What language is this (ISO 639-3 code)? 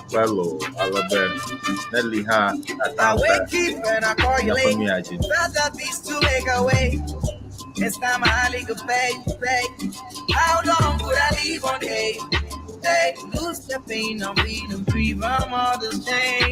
ewe